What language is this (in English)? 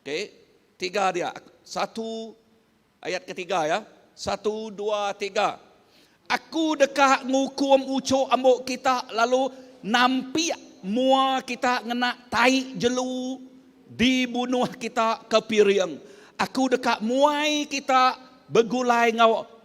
Iban